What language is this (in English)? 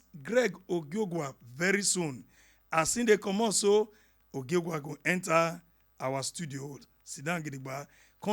Nigerian Pidgin